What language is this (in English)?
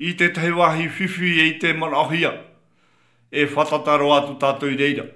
Tahitian